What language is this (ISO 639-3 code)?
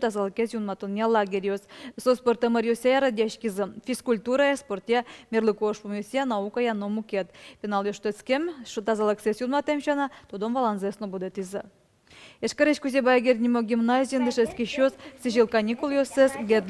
udm